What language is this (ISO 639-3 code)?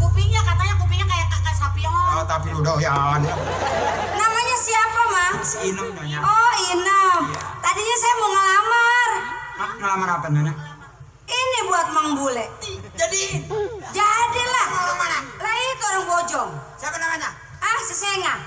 bew